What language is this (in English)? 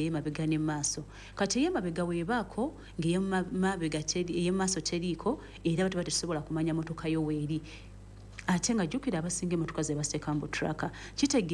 Ganda